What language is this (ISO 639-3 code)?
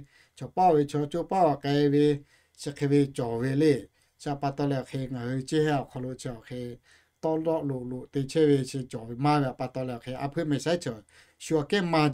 lhu